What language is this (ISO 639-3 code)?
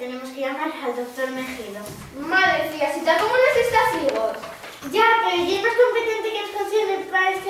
ast